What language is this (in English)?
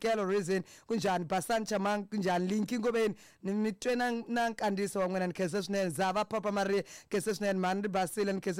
Tsonga